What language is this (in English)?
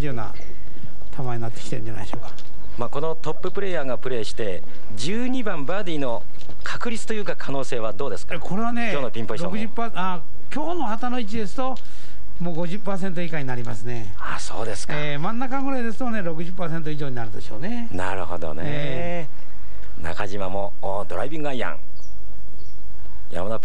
Japanese